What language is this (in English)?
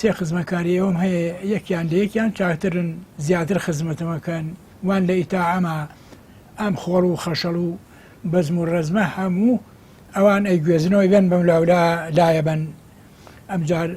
Central Kurdish